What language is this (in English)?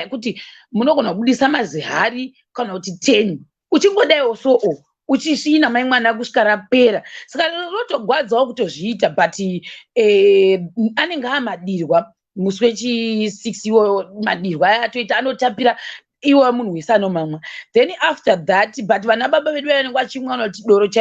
Shona